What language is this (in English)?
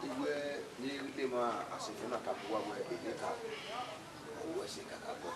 Bini